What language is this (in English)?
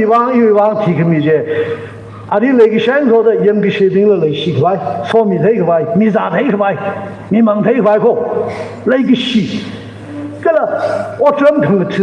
Tangkhul Naga (India)